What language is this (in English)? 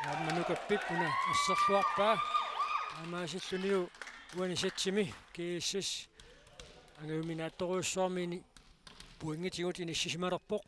Kalaallisut